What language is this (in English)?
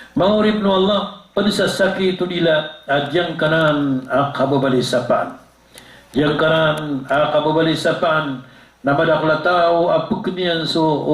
Maranao